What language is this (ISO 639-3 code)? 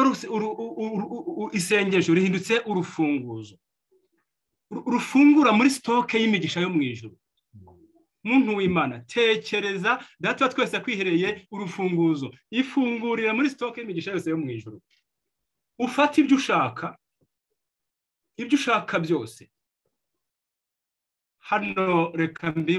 kin